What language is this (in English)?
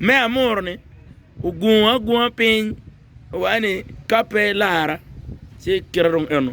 Acoli